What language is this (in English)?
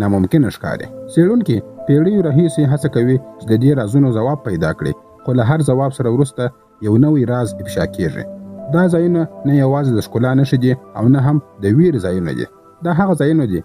Pashto